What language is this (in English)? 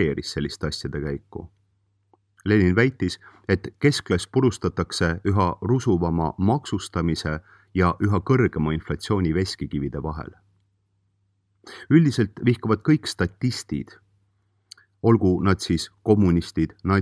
Estonian